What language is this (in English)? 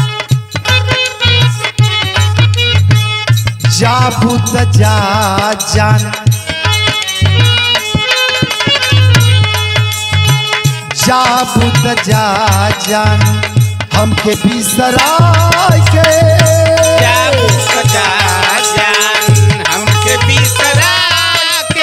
Bhojpuri